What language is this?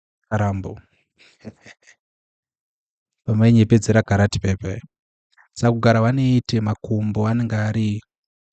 Shona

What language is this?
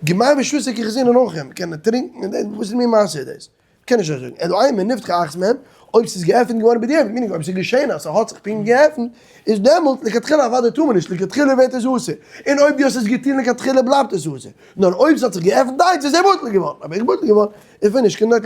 Yiddish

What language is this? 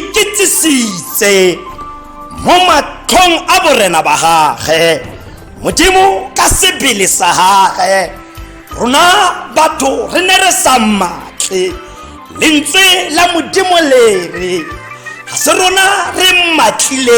Tswana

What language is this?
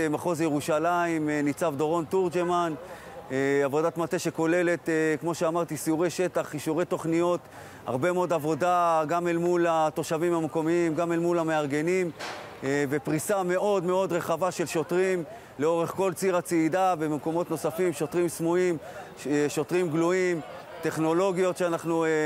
Hebrew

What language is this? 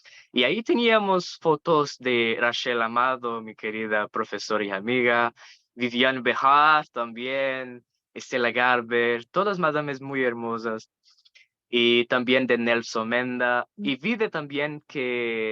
Ladino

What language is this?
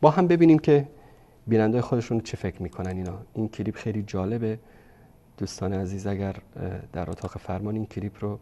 Persian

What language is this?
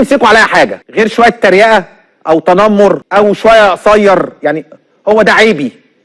Egyptian Arabic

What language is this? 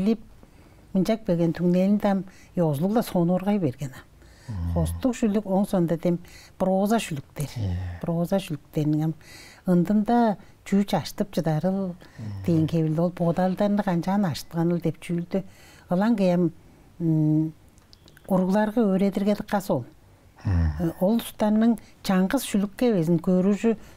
Tuvinian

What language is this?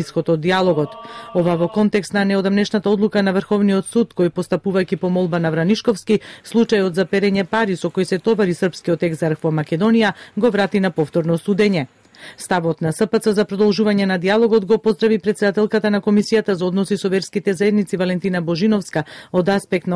Macedonian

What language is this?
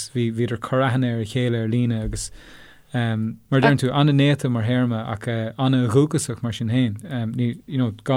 Irish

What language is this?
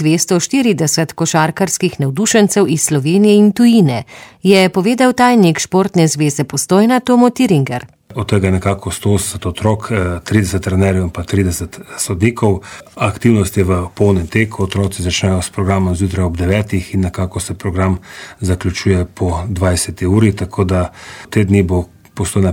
Slovenian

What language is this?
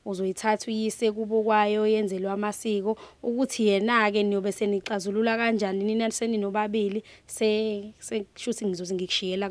Zulu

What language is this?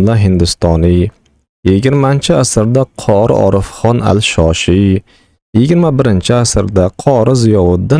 Uzbek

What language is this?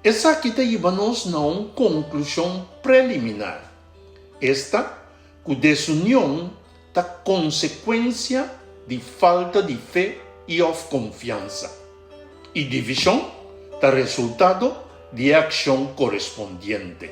Papiamento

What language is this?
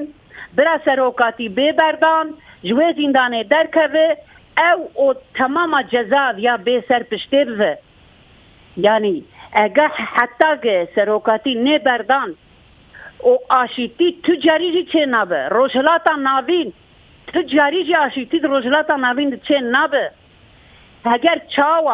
Kurdish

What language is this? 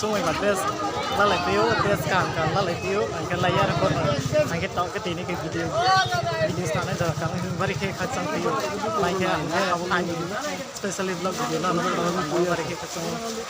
Riang (India)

